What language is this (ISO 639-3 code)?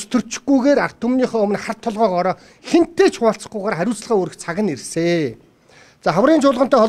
mon